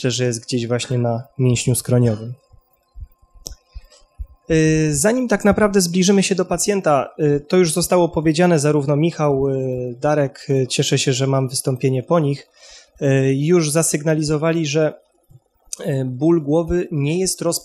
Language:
Polish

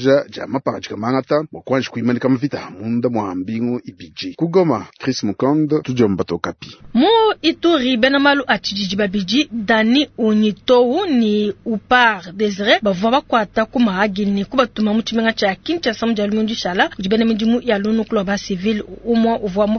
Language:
Luba-Lulua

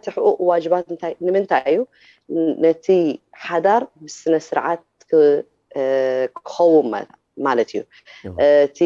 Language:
Tigrinya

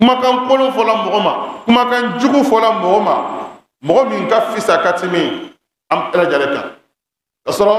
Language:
Bambara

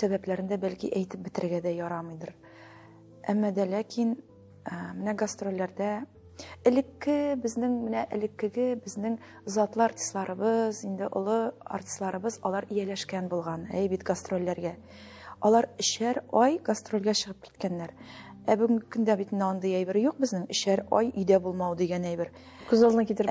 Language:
Tatar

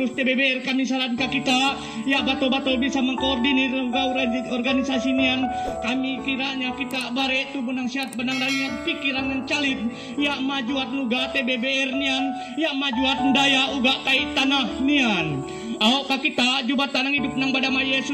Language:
Kendayan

